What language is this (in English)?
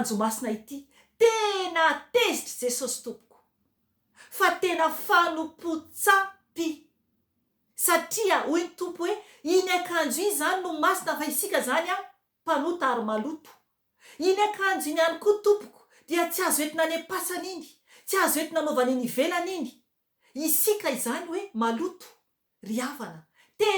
Malagasy